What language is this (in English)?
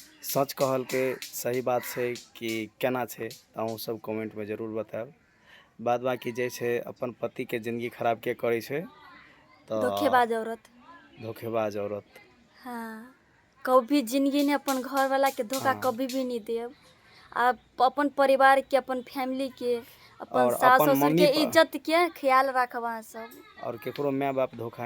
Maithili